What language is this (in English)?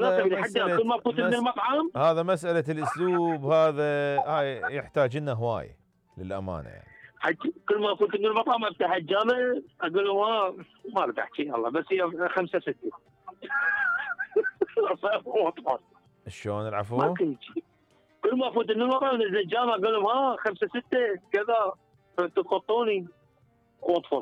Mesopotamian Arabic